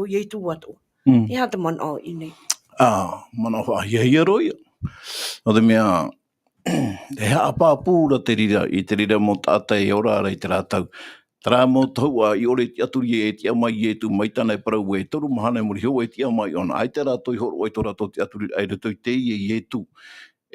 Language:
Tahitian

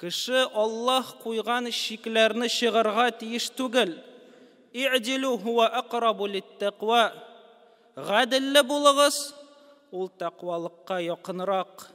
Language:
Tatar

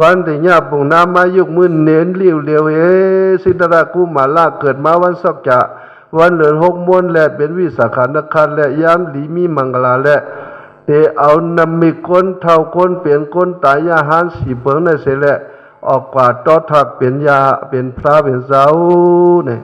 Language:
Shan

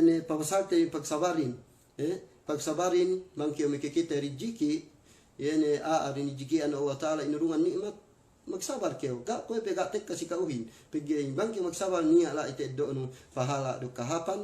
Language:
Yakan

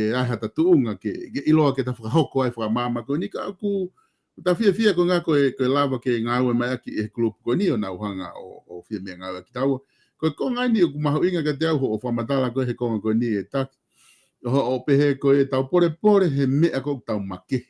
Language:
Tongan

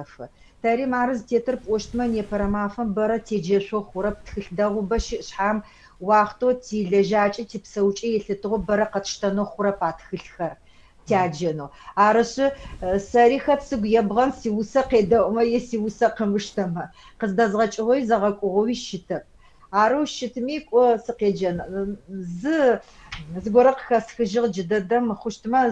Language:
Adyghe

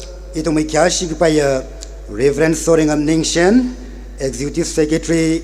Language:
Tangkhul Naga (India)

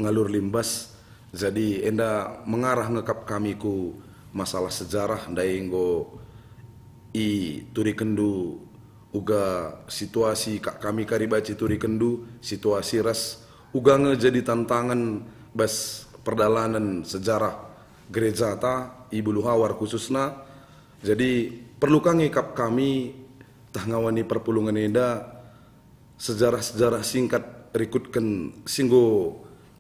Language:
Batak Karo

